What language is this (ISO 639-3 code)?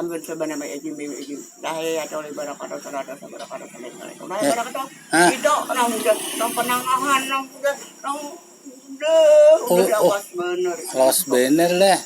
bjn